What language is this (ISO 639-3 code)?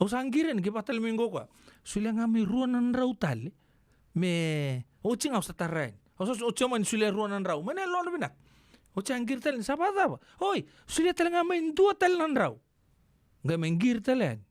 fij